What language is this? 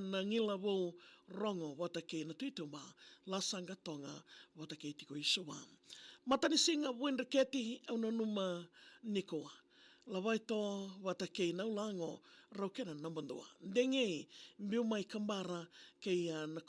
Fijian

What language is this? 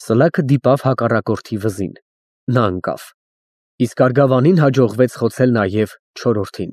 Armenian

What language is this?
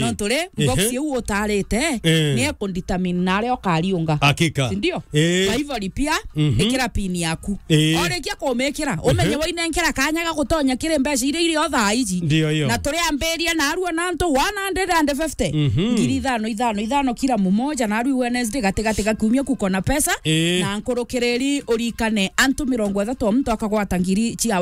Meru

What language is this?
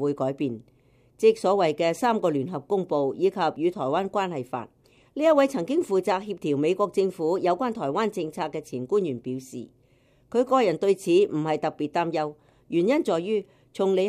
Cantonese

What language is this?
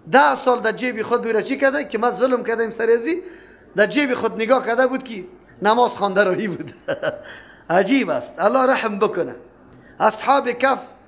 Persian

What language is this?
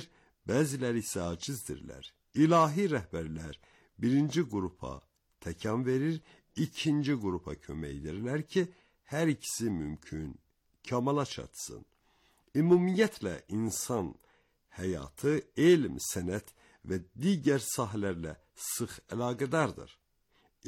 Azerbaijani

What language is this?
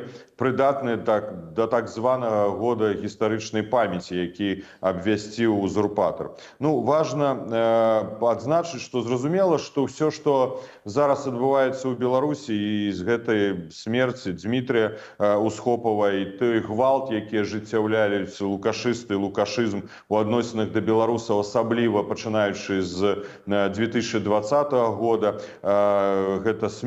Belarusian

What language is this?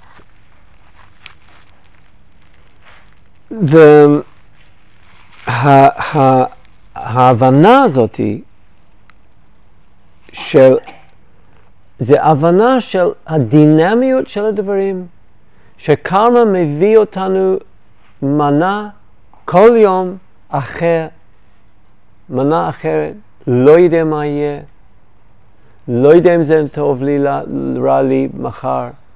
Hebrew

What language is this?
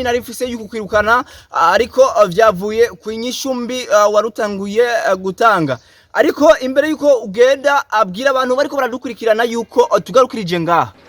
Rundi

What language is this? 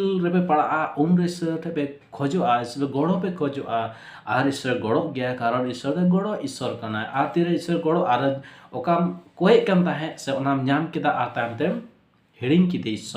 Santali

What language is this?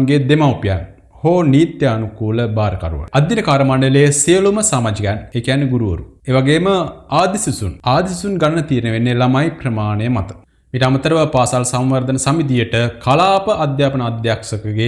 Sinhala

